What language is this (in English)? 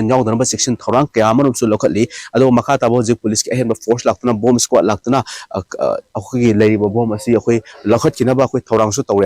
Manipuri